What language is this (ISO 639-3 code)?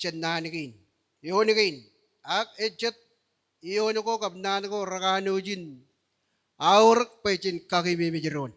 mah